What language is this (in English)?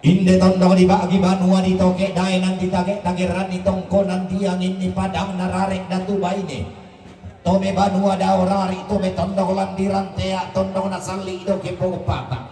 Toraja-Sa'dan